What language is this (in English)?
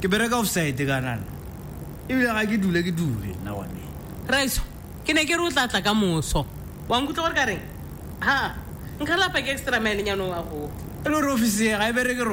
Tswana